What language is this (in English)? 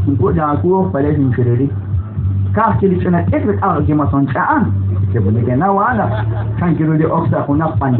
Kekchí